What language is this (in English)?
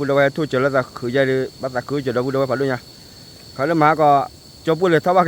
S'gaw Karen